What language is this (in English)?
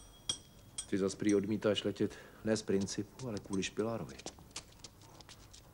Czech